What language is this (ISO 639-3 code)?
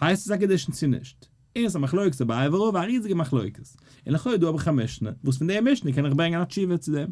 yid